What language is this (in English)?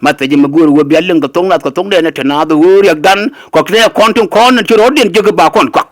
Nuer